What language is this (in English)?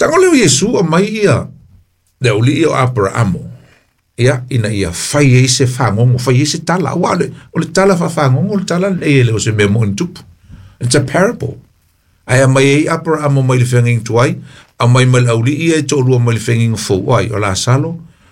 Samoan